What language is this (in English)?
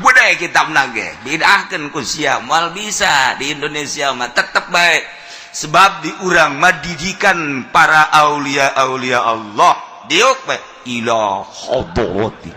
Sundanese